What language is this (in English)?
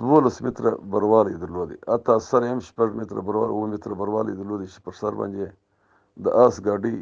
Pashto